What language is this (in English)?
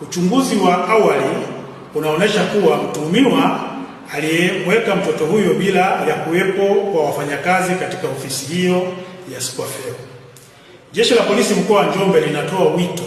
Swahili